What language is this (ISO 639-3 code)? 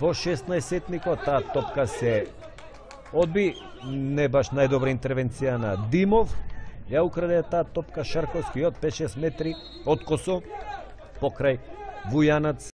mkd